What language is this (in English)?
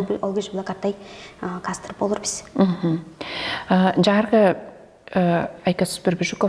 Tuvinian